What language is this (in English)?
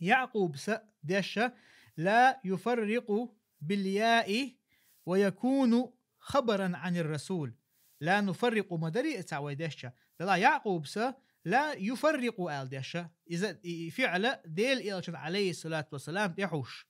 Chechen